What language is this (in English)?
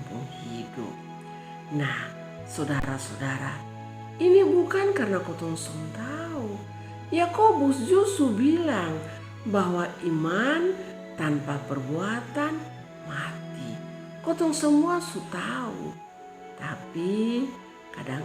Kupang Malay